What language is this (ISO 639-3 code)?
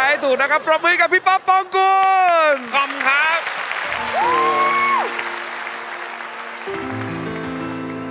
tha